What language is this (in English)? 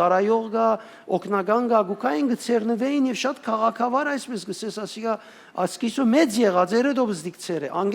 Western Armenian